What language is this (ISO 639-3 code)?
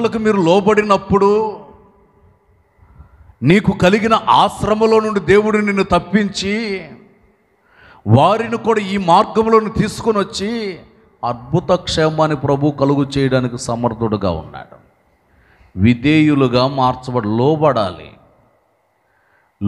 tel